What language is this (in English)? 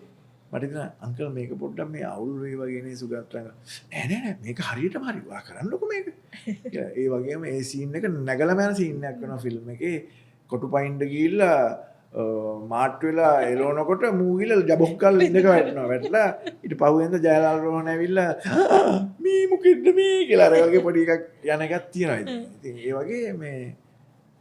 Sinhala